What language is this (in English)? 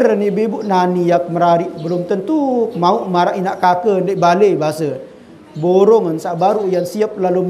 Sasak